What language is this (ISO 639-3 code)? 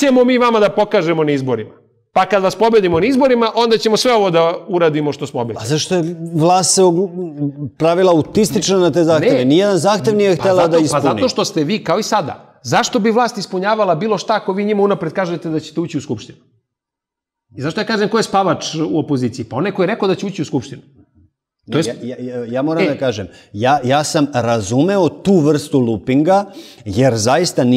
srp